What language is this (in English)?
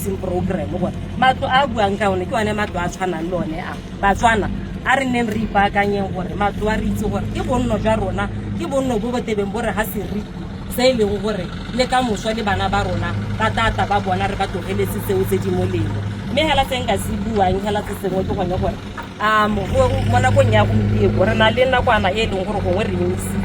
Tswana